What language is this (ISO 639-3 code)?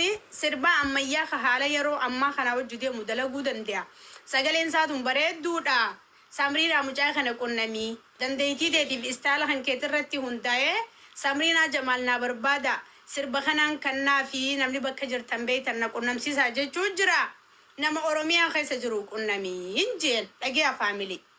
orm